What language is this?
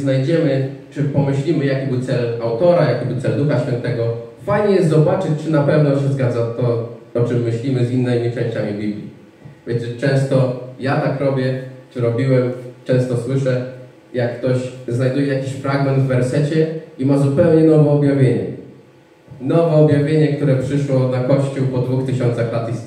Polish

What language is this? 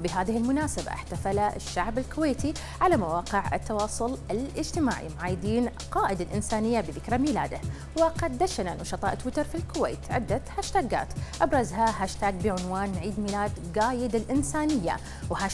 Arabic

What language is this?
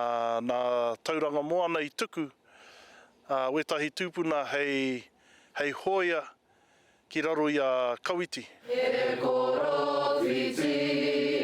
Māori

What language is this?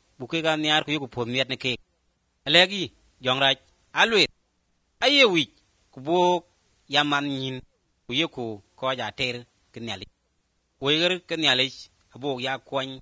Somali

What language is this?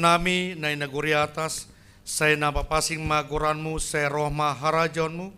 Batak Simalungun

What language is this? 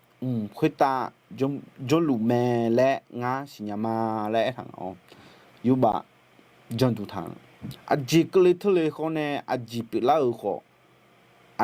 Akha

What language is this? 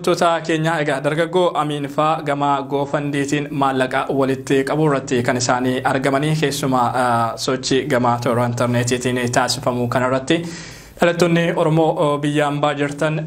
Oromo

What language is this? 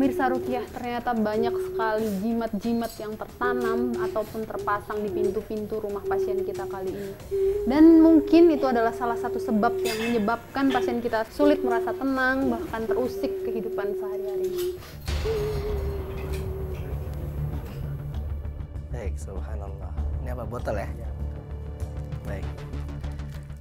Indonesian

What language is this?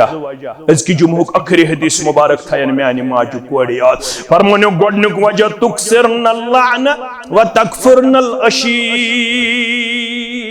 Kashmiri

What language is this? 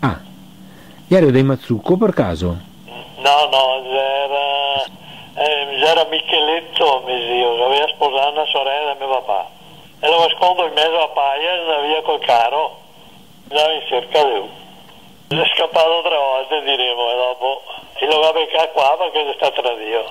Venetian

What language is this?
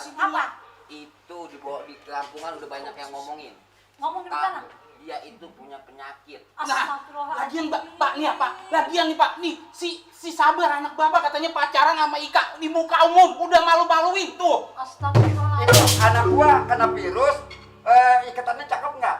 Betawi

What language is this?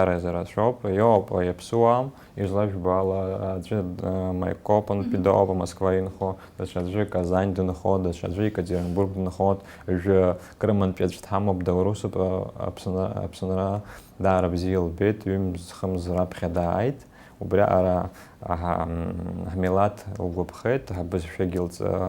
Abkhazian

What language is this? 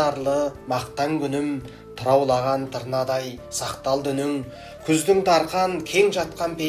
Kazakh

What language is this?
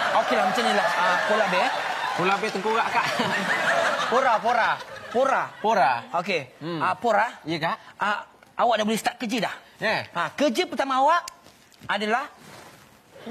Malay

